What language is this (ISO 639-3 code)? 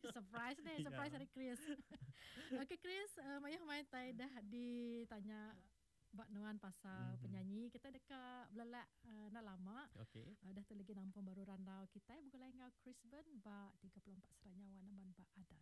iba